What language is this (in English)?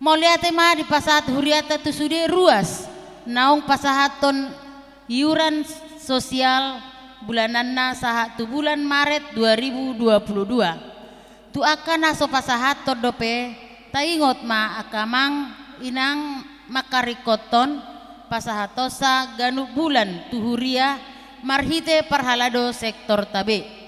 Batak Toba